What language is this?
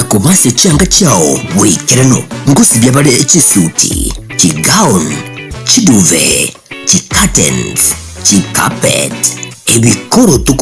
Gusii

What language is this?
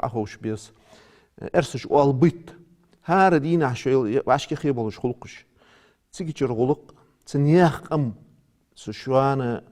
Ingush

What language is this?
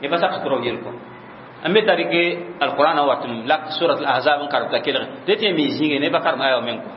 Mossi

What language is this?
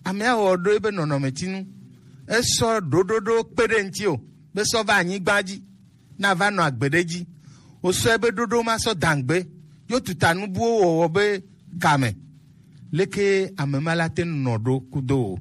Gen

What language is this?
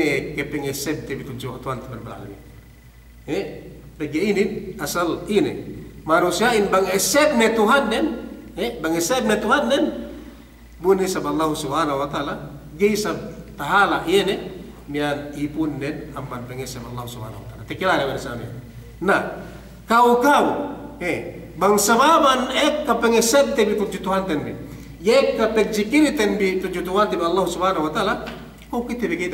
Yakan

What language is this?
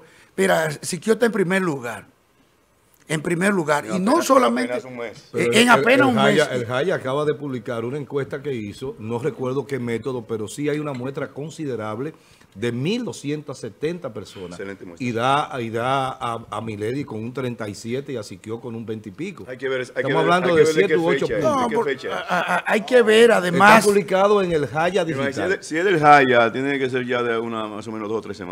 Spanish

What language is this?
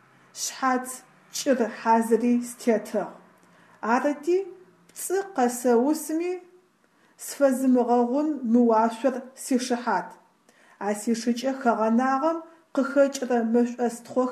Adyghe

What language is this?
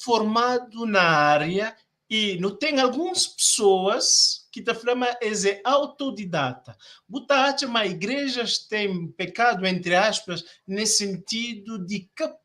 Kabuverdianu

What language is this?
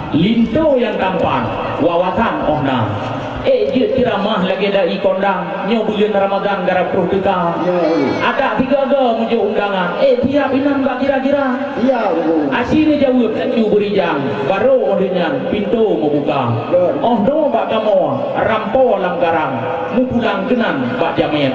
Achinese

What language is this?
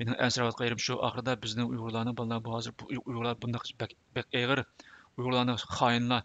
Uyghur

